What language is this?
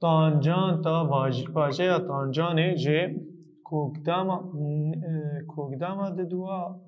Kurdish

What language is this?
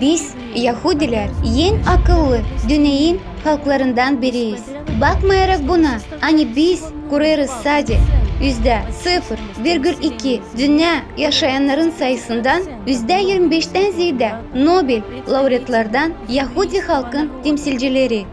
Gagauz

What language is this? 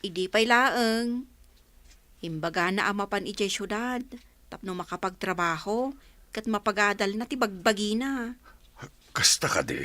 Iloko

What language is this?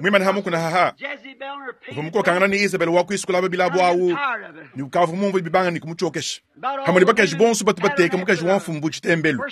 Luba-Lulua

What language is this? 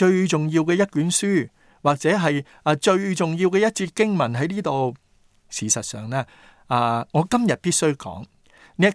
Cantonese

